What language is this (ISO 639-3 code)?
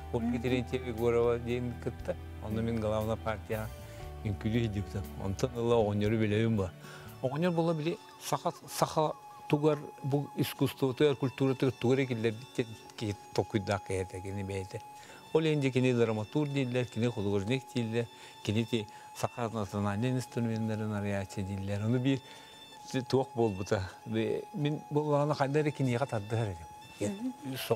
sah